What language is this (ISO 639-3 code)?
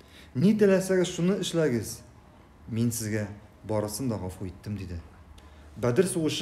tat